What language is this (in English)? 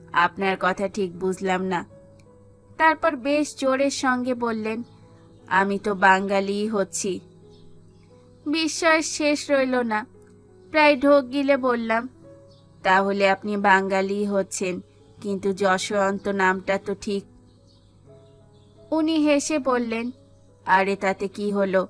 Bangla